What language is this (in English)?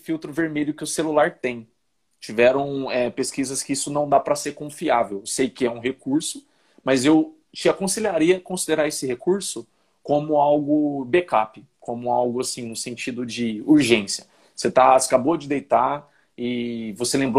Portuguese